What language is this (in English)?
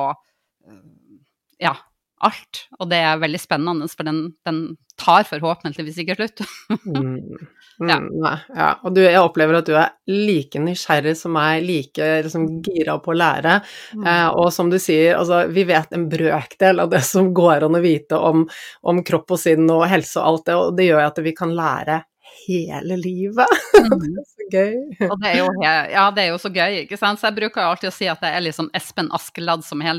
Norwegian